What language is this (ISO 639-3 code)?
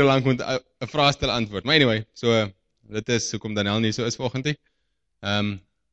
afr